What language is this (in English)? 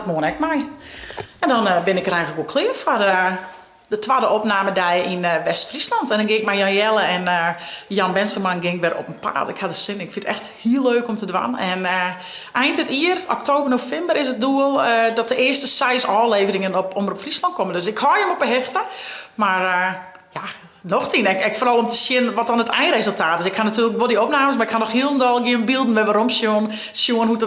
Western Frisian